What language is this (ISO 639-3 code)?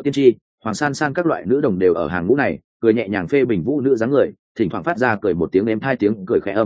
vie